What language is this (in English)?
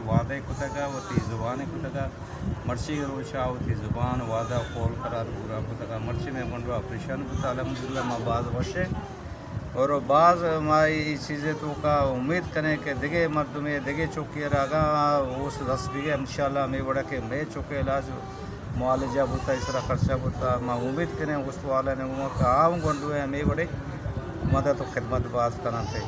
Baluchi